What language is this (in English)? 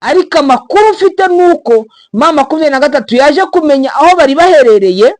Kinyarwanda